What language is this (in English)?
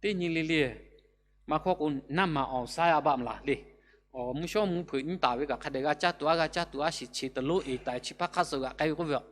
Lahu